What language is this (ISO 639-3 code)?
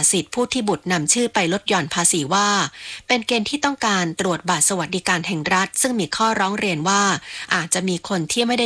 tha